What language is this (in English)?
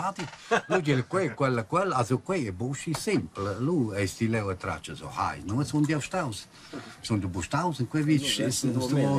Romansh